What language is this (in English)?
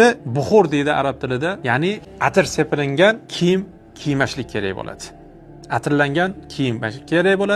Uzbek